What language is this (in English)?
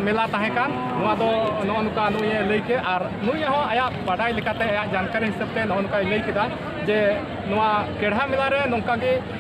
Santali